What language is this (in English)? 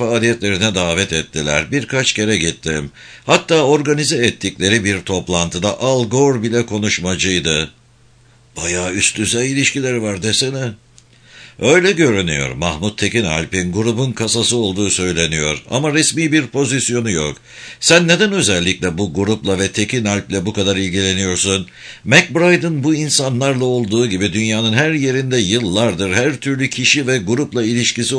Turkish